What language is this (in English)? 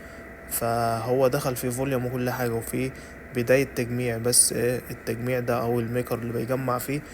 Egyptian Arabic